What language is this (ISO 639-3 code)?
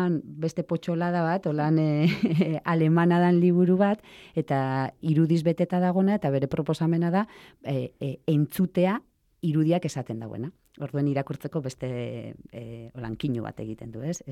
eus